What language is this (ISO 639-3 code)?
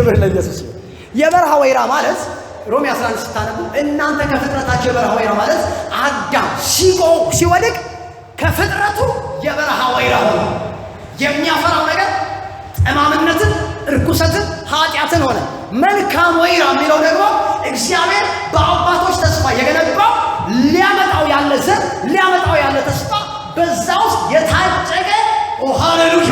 amh